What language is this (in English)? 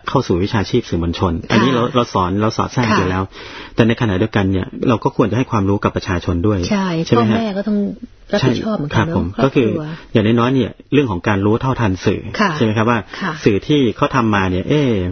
Thai